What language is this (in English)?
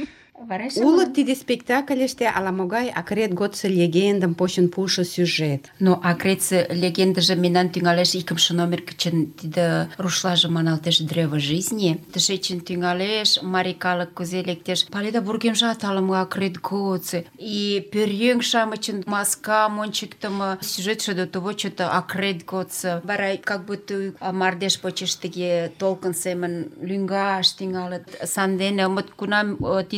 Mari